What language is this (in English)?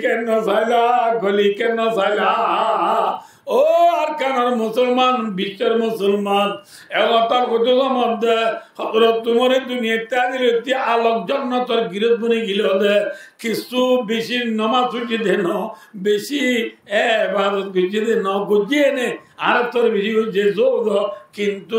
Rohingya